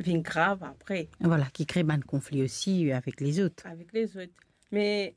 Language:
Morisyen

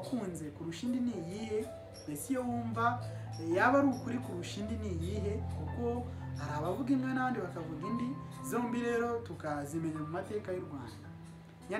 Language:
Kinyarwanda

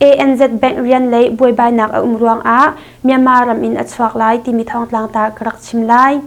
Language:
Hakha Chin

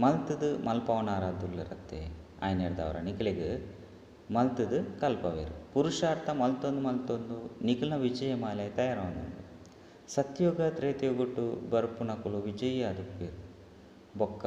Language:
Tulu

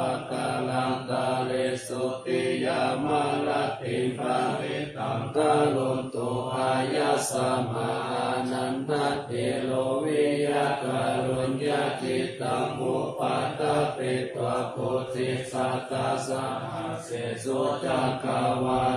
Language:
Pali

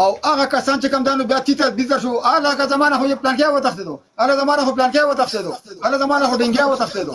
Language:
Pashto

